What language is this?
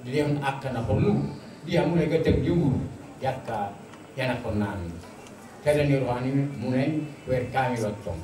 Batak Toba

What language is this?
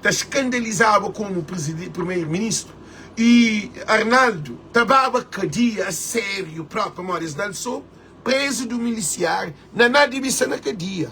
Kabuverdianu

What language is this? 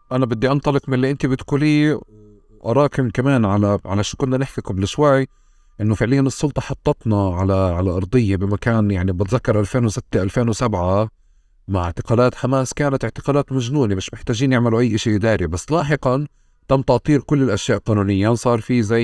North Levantine Arabic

